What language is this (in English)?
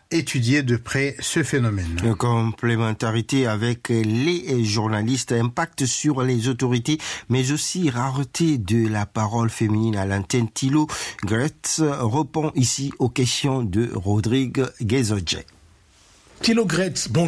French